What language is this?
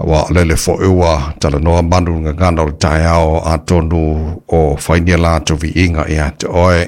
Samoan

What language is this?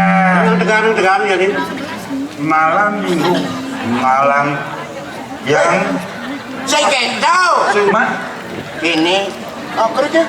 Balinese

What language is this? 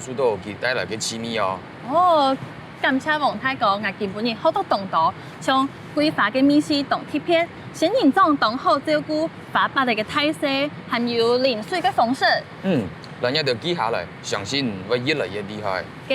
Hakka Chinese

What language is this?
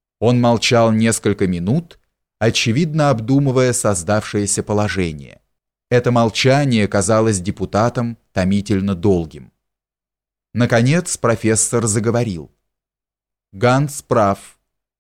Russian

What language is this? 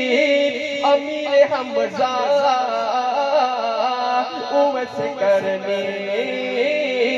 Urdu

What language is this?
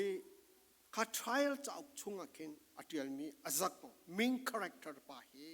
Falam Chin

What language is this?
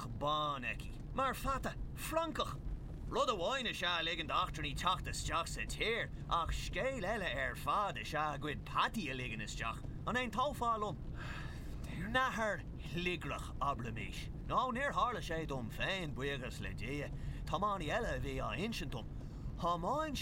Irish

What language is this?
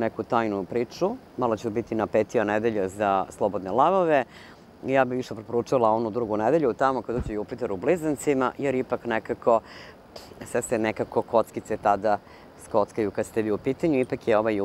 Serbian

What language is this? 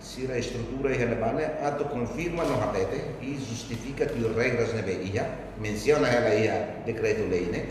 Tetum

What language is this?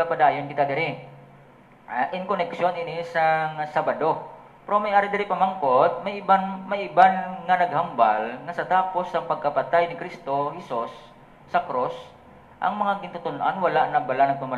Hiligaynon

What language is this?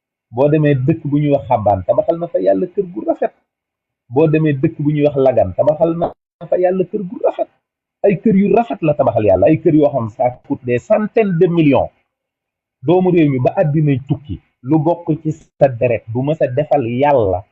Wolof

